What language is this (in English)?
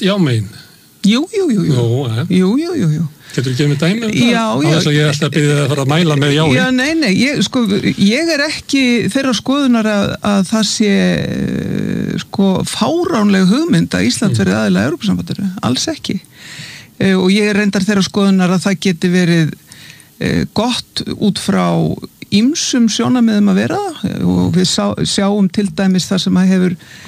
Icelandic